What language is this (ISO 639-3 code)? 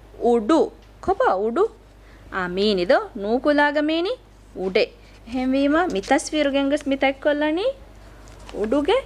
div